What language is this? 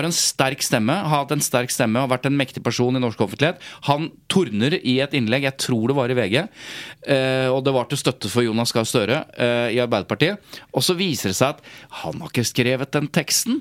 Norwegian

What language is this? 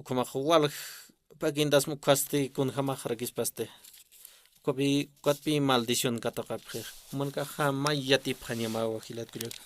Aymara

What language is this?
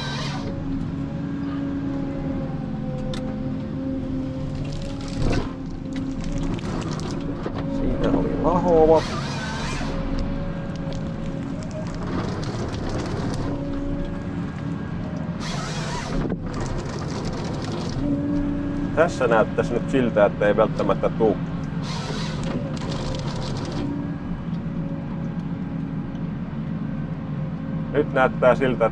Finnish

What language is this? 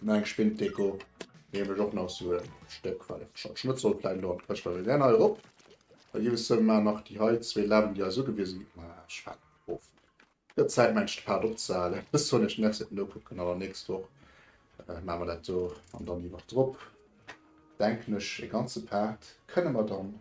Luxembourgish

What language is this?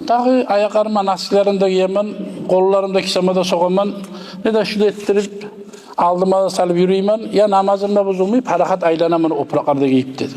Kumyk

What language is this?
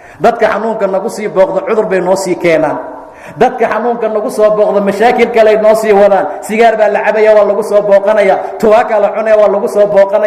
Somali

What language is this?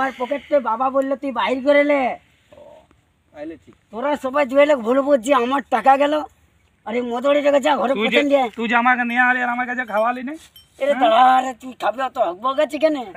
Bangla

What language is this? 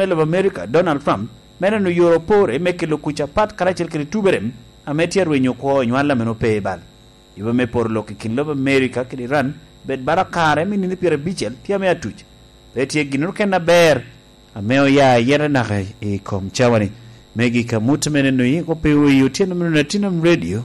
Lango (Uganda)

